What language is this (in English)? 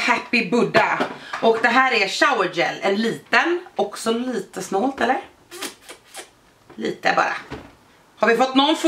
Swedish